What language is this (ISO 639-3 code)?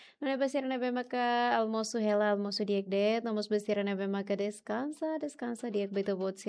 tet